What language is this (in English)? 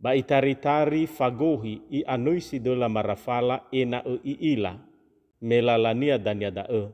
Nias